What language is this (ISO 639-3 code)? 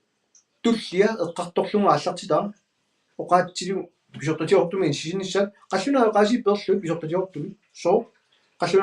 kal